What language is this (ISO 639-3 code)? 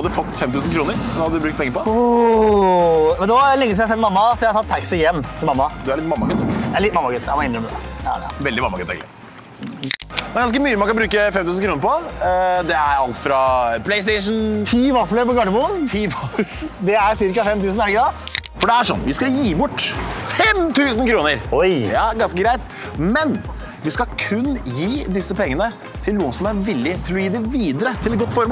nor